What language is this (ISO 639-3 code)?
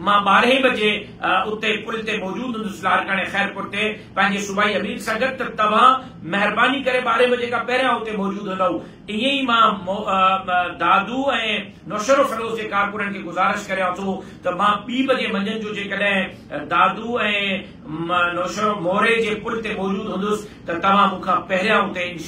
snd